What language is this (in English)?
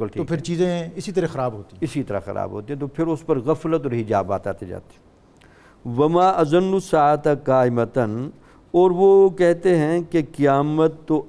Urdu